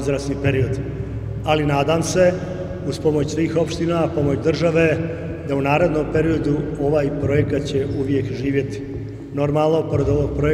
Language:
Serbian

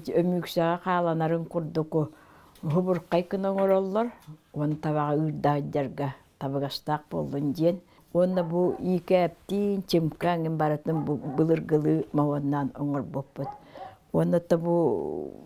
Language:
Yakut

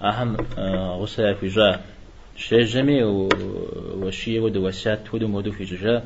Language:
Kabardian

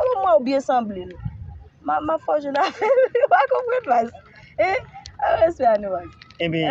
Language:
Haitian Creole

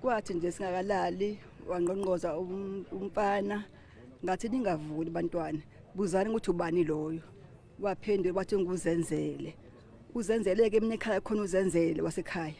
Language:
Zulu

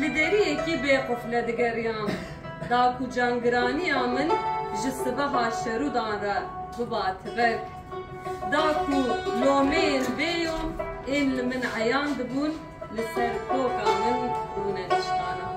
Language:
Kurdish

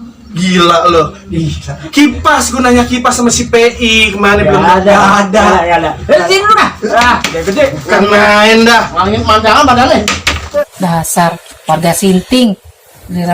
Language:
Betawi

